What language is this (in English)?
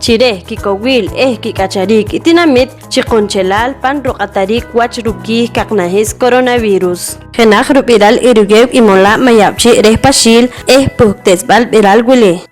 Poqomchi'